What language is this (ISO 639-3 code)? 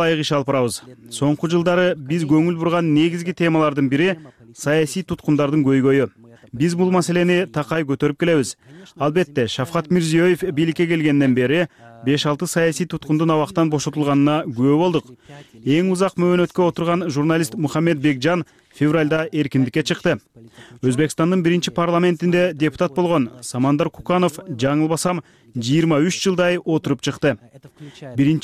kir